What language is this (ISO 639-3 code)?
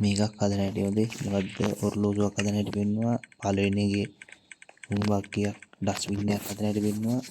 sin